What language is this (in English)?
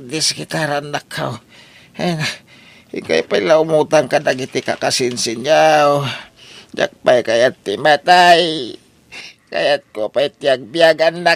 Iloko